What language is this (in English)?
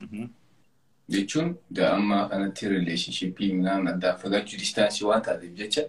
Oromo